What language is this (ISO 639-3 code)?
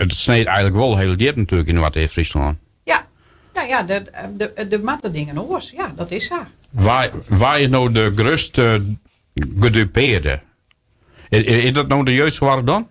fry